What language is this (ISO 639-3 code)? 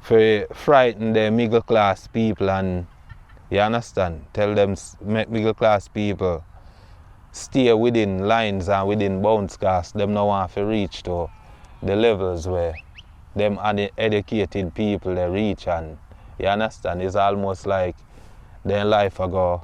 jam